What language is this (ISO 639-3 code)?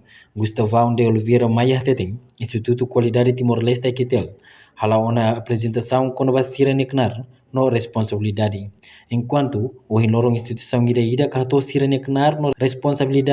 tet